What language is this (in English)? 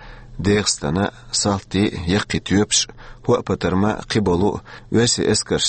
Chechen